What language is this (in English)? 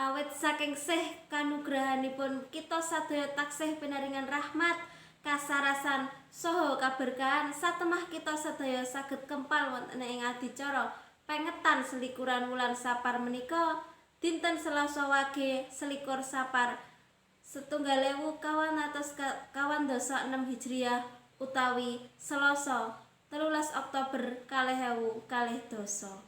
Javanese